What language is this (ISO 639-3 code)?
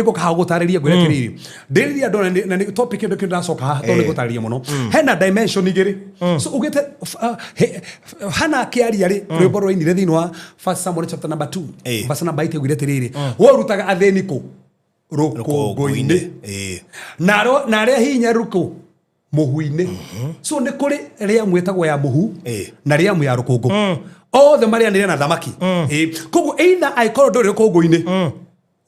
kik